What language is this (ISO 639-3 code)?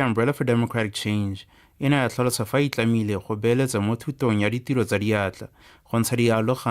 tsn